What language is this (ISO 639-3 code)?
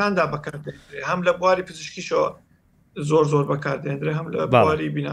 ckb